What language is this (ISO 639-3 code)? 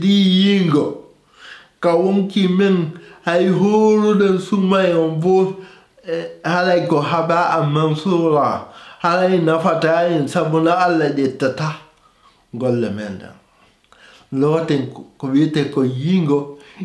ful